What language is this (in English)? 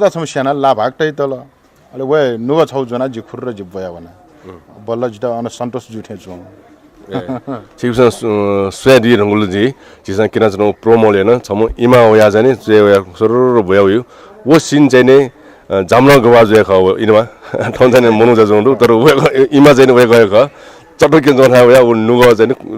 Newari